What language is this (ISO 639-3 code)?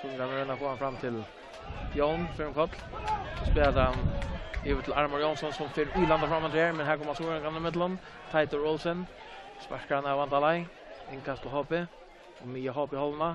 fao